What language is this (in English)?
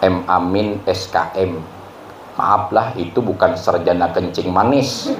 Banjar